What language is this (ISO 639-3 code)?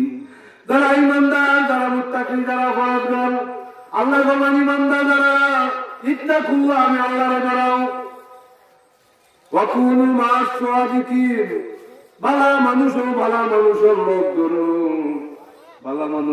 ben